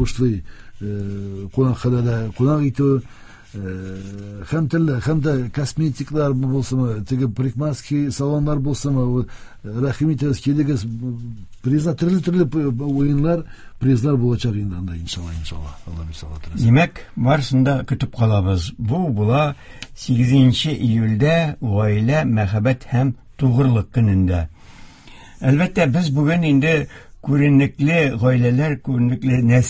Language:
Tatar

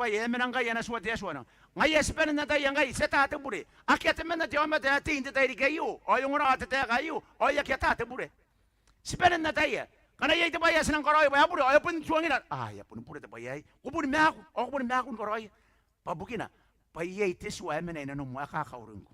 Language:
Gilbertese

